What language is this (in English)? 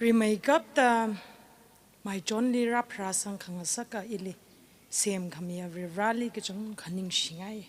Tangkhul Naga (India)